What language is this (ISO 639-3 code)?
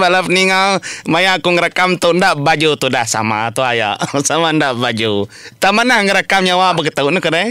iba